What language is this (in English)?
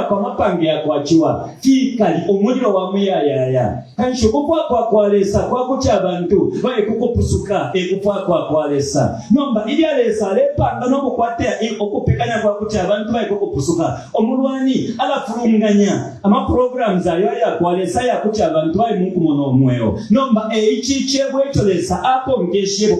Bemba